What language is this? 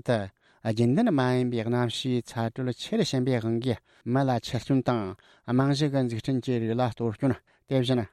Tibetan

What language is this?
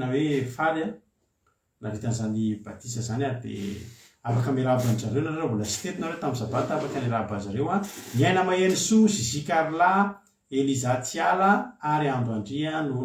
Malagasy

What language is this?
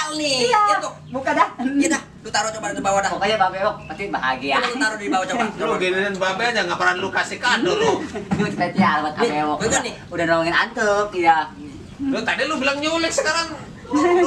Betawi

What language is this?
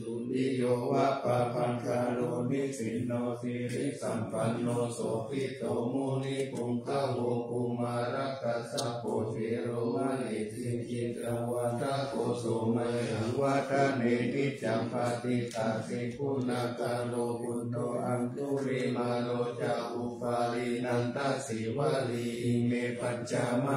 Pali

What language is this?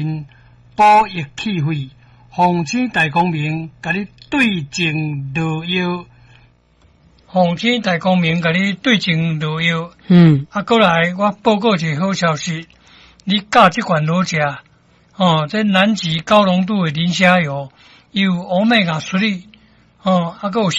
Min Nan Chinese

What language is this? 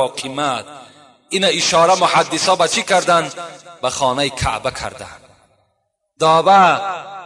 Tajik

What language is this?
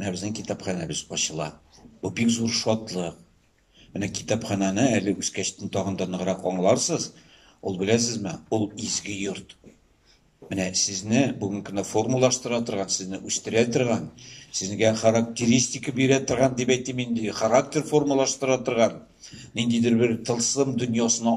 Tatar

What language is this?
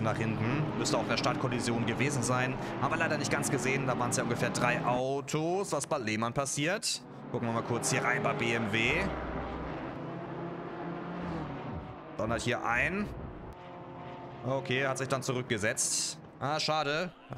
German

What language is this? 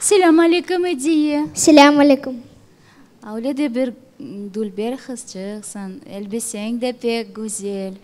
Crimean Tatar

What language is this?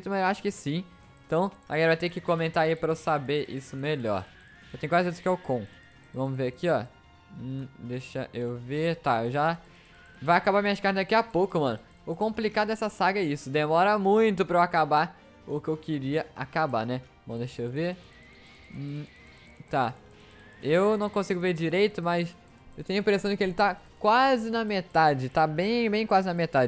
Portuguese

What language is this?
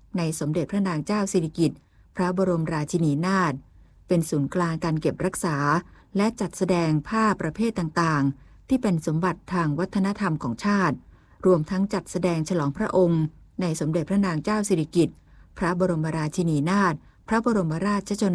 Thai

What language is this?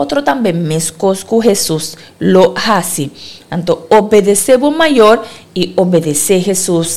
Papiamento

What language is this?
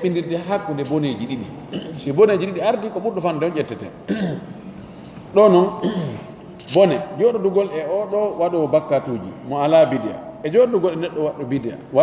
Fula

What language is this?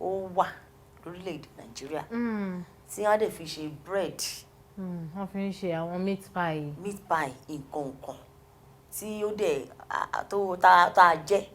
Yoruba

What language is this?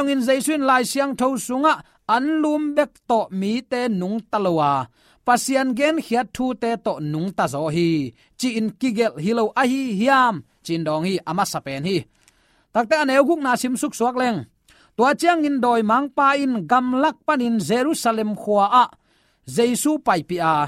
Tedim Chin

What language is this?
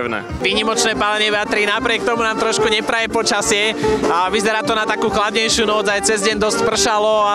Slovak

